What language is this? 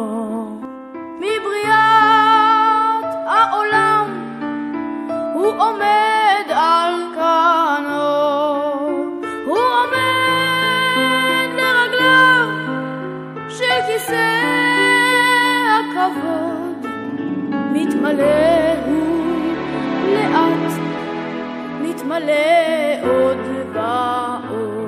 Hebrew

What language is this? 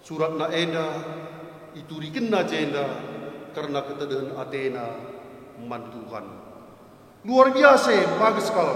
Batak Karo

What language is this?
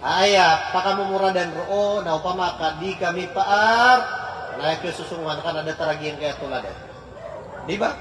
Maranao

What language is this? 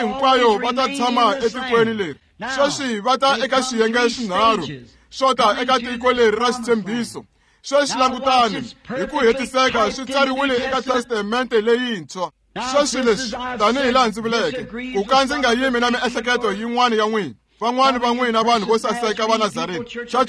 Tsonga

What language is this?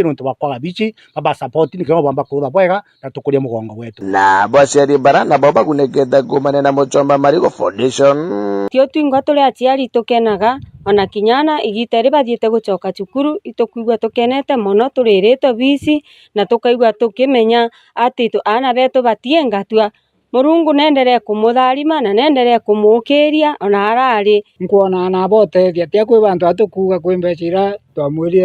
Meru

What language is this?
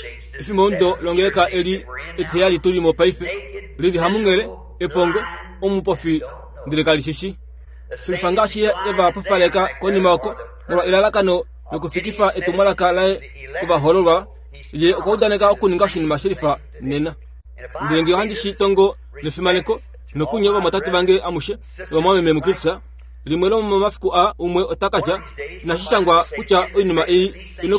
Kuanyama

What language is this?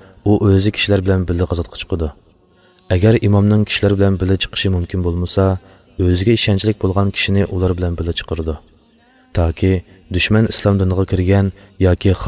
Uyghur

